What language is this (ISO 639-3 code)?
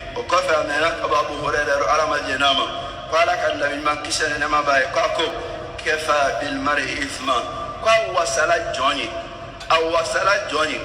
bam